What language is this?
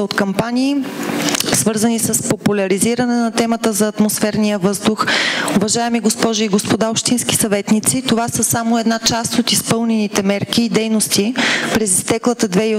Bulgarian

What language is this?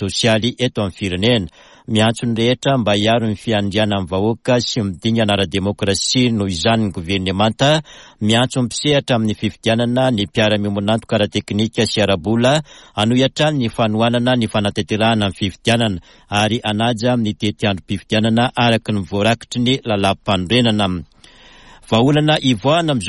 Malagasy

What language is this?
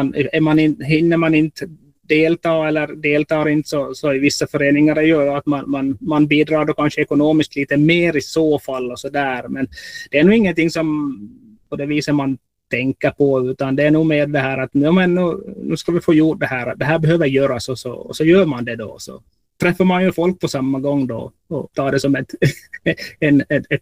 Swedish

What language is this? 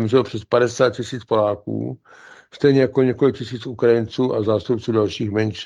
Czech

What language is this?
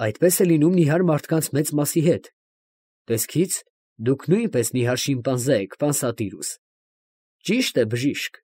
Armenian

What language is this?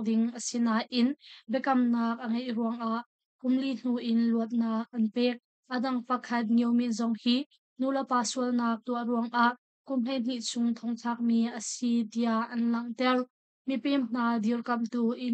Hakha Chin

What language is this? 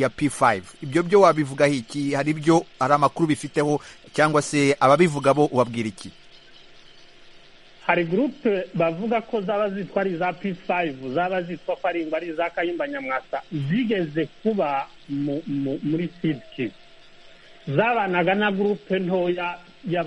Kinyarwanda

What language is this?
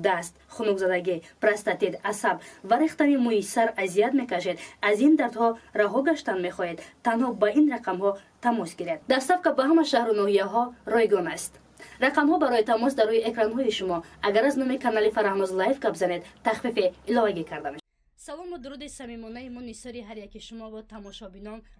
Tajik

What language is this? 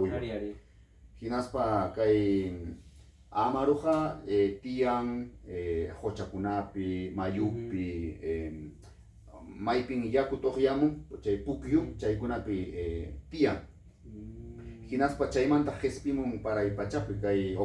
Ayacucho Quechua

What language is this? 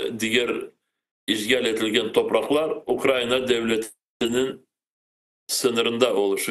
Crimean Tatar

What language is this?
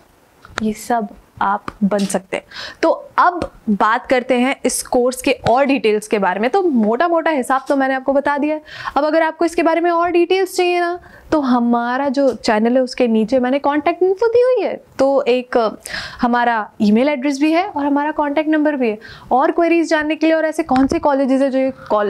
Hindi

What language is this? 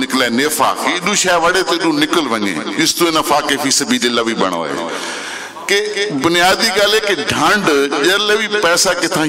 Western Panjabi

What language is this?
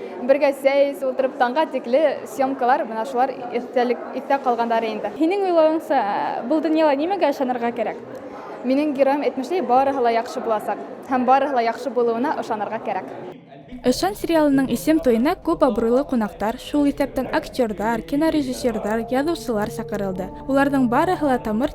Bashkir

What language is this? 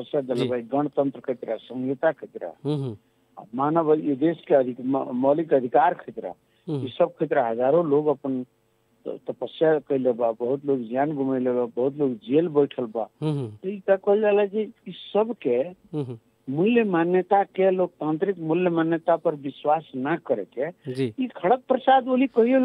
Bhojpuri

